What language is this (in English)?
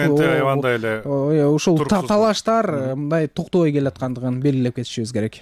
Kyrgyz